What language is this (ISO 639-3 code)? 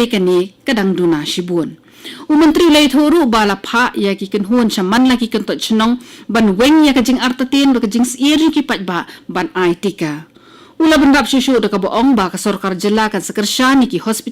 kha